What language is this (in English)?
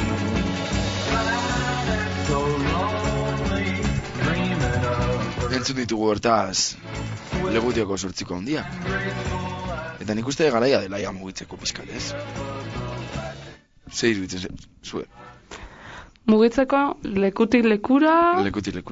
Basque